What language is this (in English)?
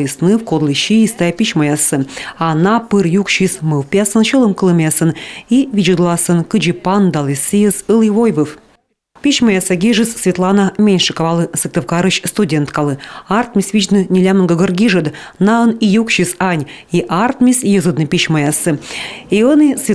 Komi